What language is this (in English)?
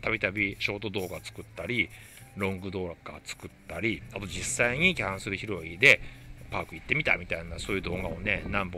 Japanese